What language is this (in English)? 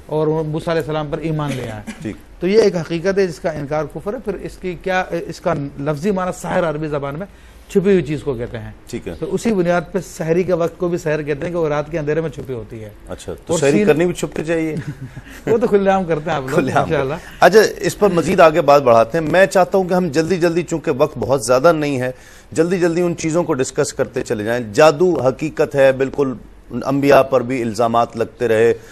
Urdu